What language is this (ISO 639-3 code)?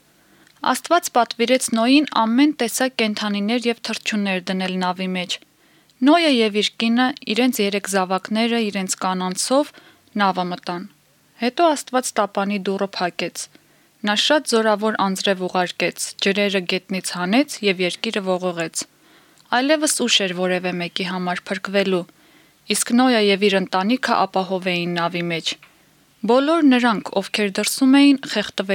hye